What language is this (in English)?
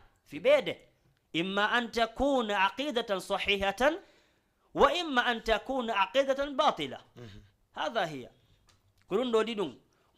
Fula